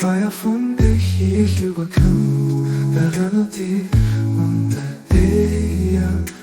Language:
Luxembourgish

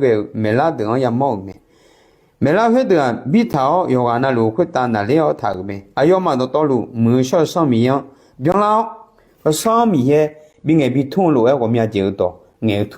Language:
Akha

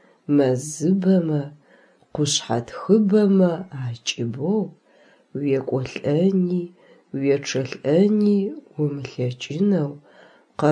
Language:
Adyghe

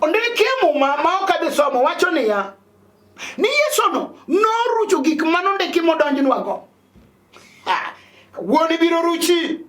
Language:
Luo (Kenya and Tanzania)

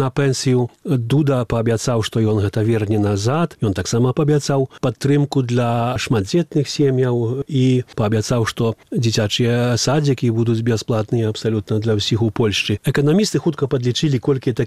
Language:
Belarusian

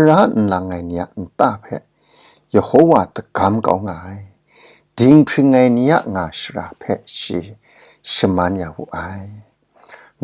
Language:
Kachin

